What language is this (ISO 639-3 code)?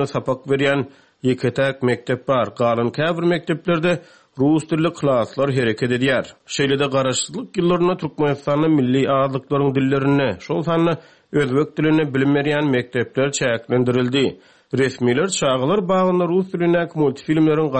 tuk